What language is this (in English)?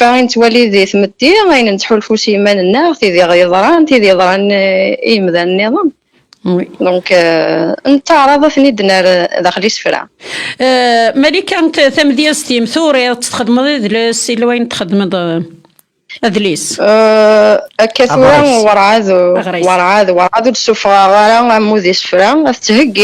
Kabyle